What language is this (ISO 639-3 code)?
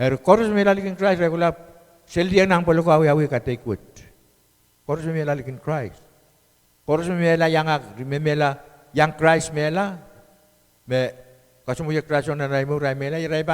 pon